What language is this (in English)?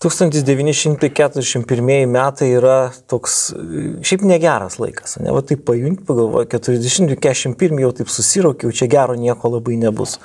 Lithuanian